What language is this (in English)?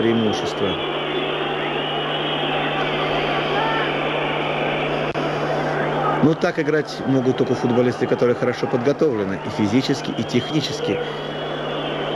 Russian